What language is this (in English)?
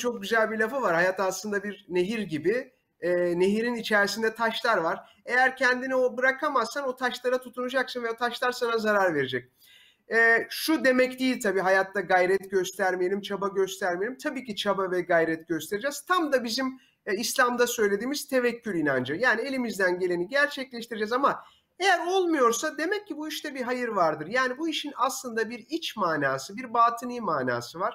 Turkish